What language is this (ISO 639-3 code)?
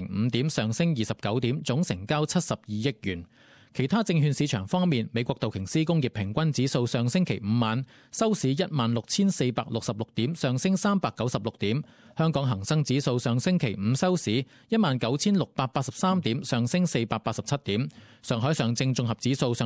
yue